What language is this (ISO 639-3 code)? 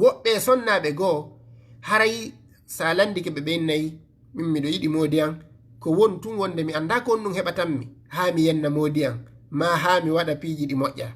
ful